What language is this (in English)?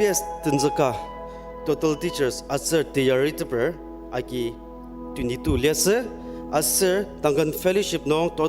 Ao Naga